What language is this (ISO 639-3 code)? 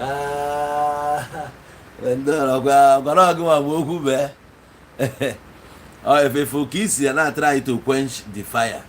ibo